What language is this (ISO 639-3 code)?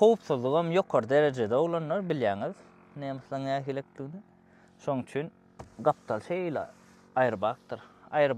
tuk